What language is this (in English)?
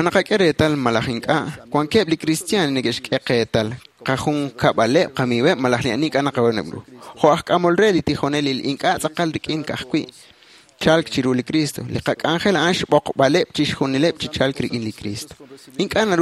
Kekchí